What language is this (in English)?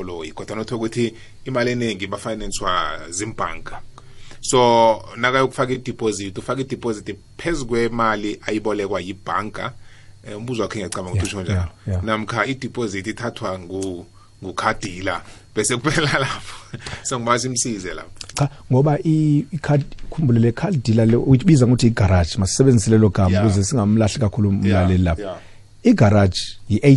South Ndebele